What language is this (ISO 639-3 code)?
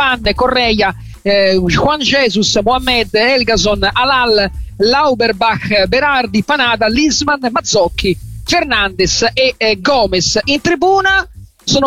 ita